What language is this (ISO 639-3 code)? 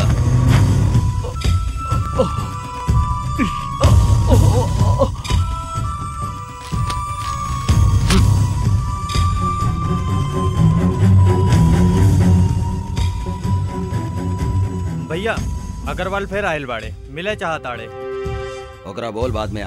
bho